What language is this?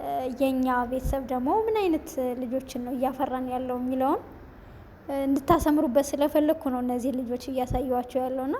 Amharic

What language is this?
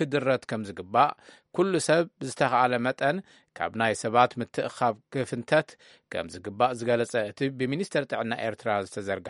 Tigrinya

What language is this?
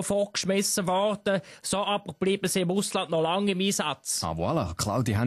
Swiss German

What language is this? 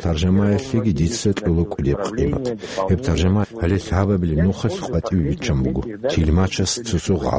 Avaric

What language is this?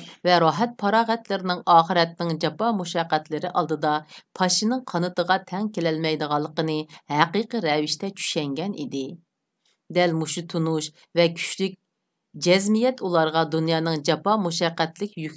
Uyghur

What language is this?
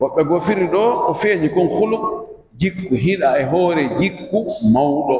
Pular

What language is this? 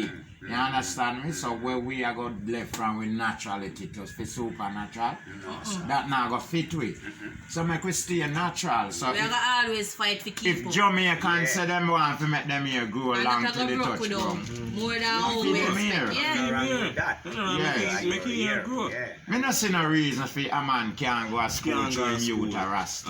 Jamaican Creole English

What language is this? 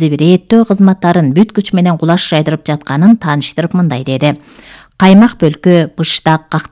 Kyrgyz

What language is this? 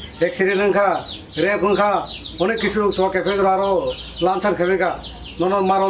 Kok Borok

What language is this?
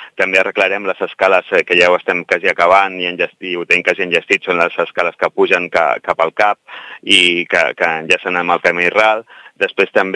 Catalan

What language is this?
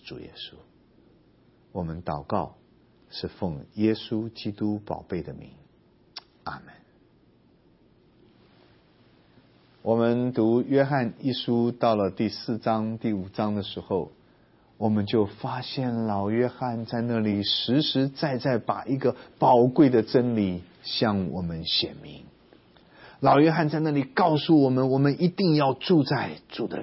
Chinese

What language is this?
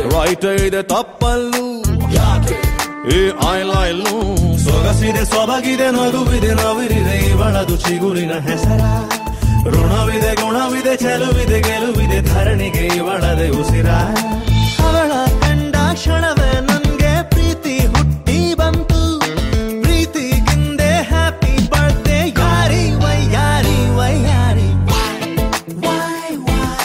Kannada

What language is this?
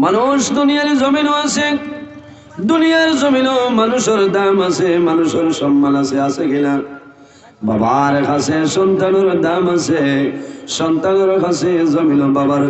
Sylheti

